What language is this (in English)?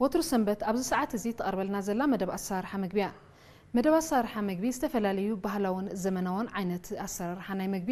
Tigrinya